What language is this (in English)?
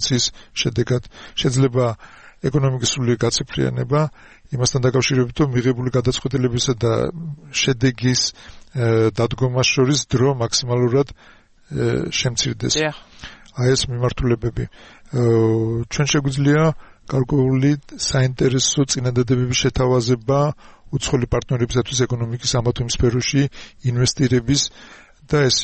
Georgian